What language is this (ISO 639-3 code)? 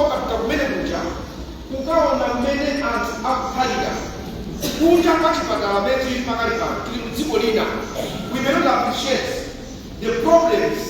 nya